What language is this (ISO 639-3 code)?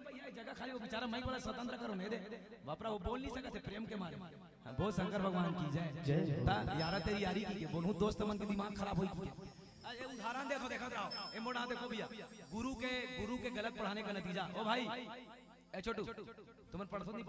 hne